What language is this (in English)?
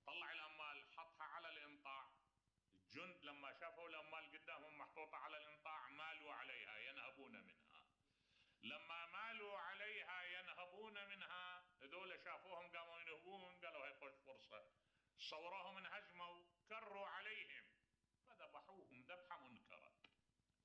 Mesopotamian Arabic